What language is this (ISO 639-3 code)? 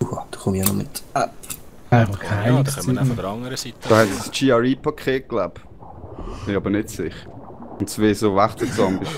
gsw